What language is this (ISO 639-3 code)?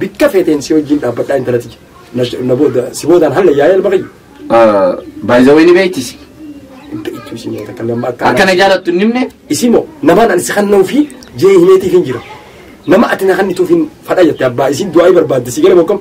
orm